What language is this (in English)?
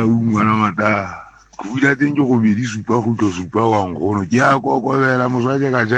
Southern Sotho